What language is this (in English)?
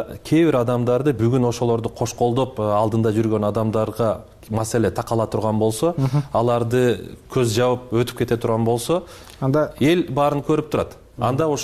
Kyrgyz